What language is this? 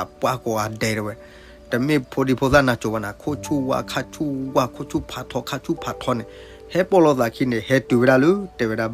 S'gaw Karen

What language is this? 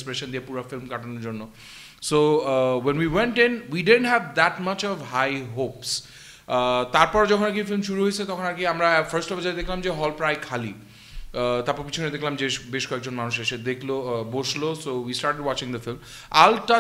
Bangla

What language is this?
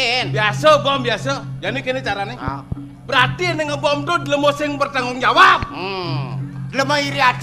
Balinese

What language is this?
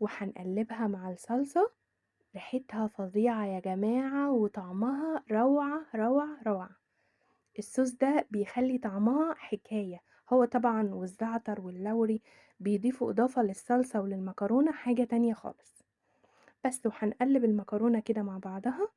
Egyptian Arabic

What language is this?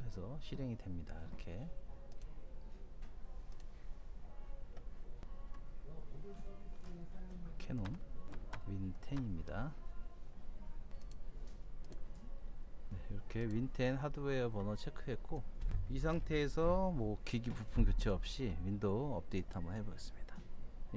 Korean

